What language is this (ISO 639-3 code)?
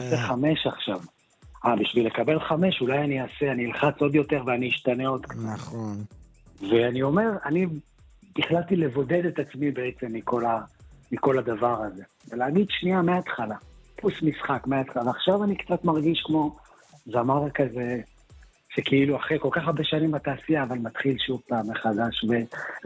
heb